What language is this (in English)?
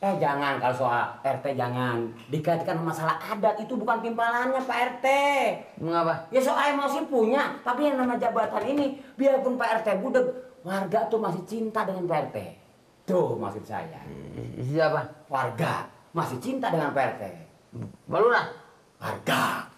Betawi